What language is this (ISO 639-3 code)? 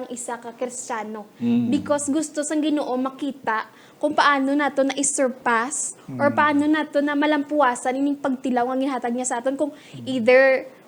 hil